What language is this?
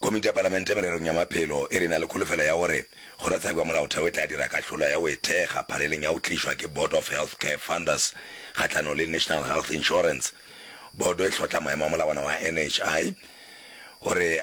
Northern Sotho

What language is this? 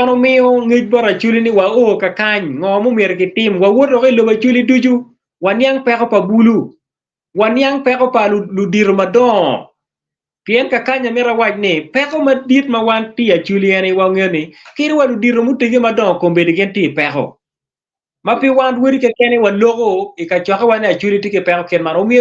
Acoli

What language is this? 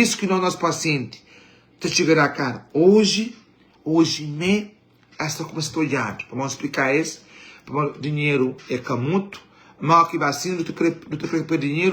Kabuverdianu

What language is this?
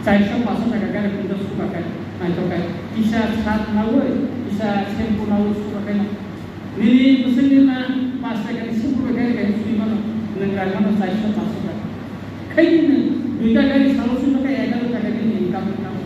Kok Borok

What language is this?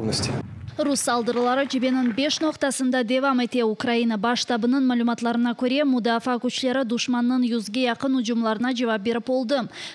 Crimean Tatar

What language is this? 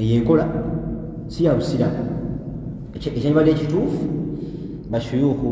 Ganda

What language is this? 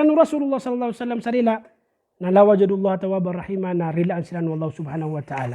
Maranao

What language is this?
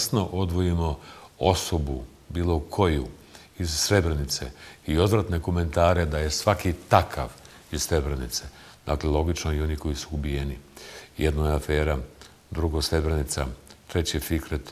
Bosnian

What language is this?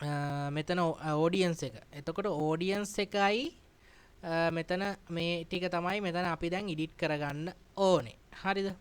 Sinhala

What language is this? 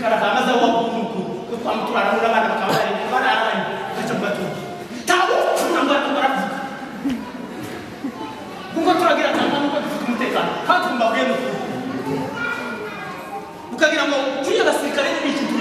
Kinyarwanda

